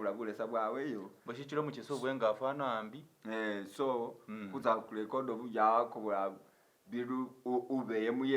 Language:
Masaaba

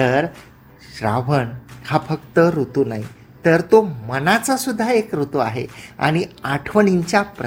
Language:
Marathi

